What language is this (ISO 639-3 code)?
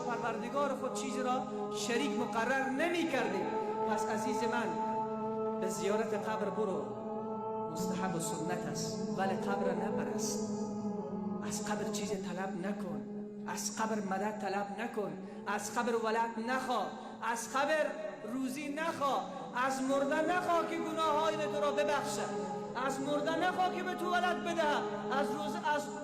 fas